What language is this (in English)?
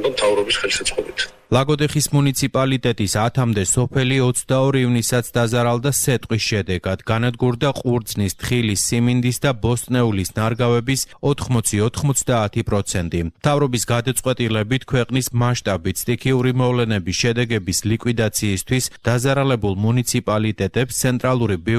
Georgian